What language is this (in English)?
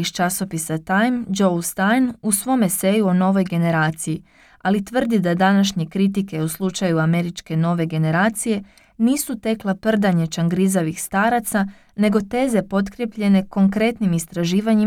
Croatian